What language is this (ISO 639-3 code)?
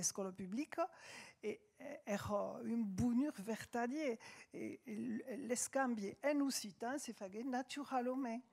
oci